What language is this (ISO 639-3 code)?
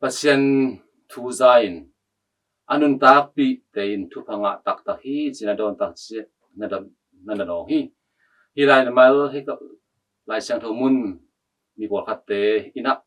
ctd